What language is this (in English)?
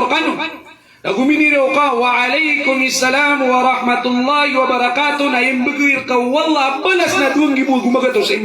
Maranao